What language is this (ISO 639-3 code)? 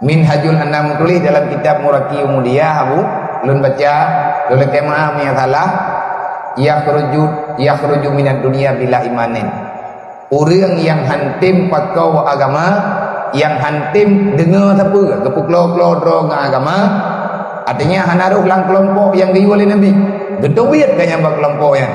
ace